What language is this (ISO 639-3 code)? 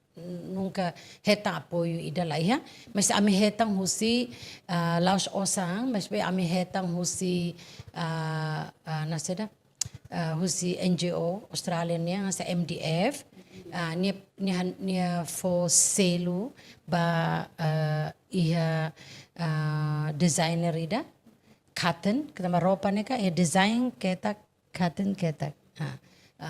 tet